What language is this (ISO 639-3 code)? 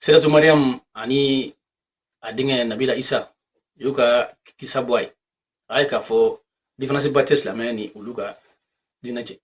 bam